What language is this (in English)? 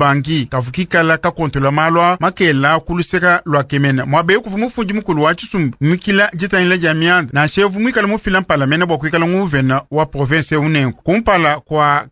Luba-Lulua